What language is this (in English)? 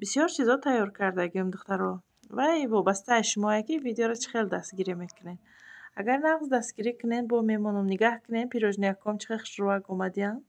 Tajik